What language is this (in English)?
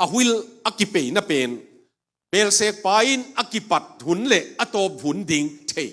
Tedim Chin